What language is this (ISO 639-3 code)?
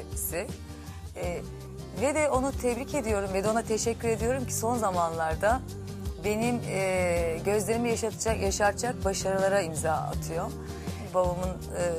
tur